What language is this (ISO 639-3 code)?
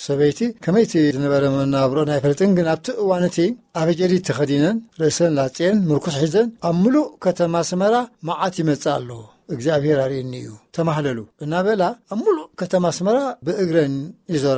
tir